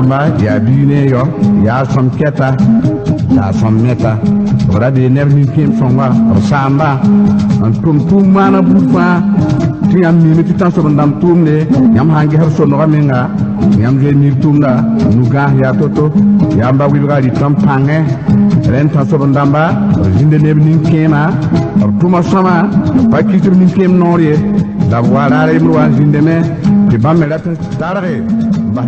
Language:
Mossi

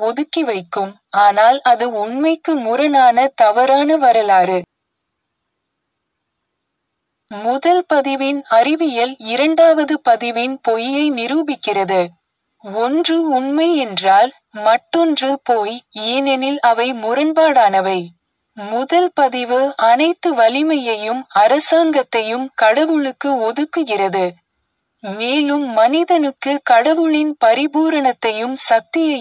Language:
Tamil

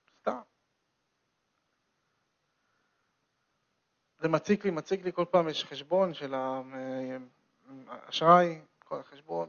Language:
Hebrew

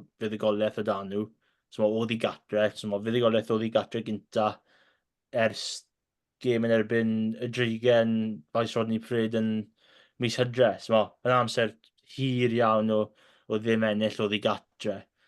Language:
Welsh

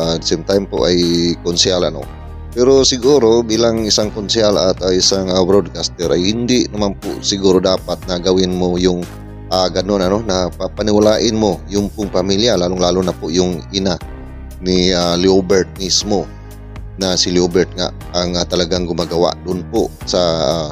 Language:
Filipino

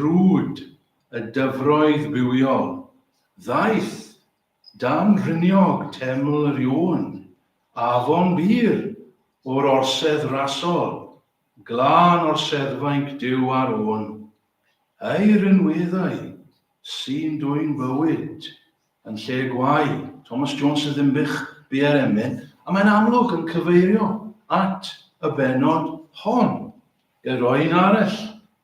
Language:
Welsh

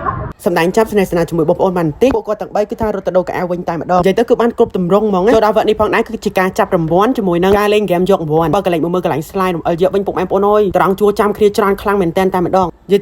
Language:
Khmer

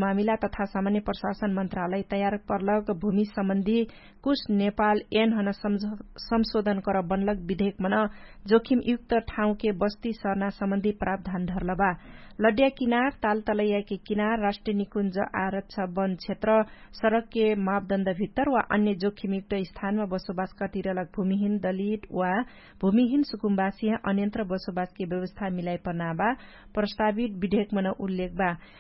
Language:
Dangaura Tharu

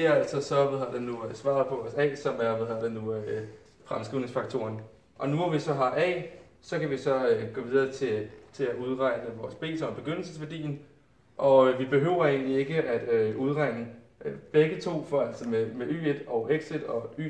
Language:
Danish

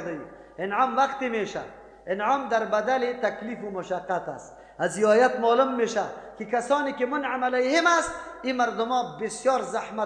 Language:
Persian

